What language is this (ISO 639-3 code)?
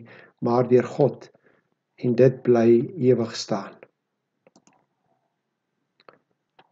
afr